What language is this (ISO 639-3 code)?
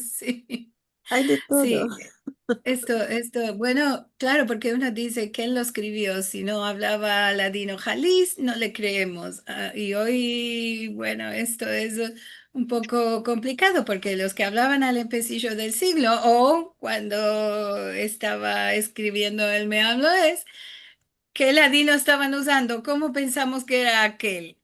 lad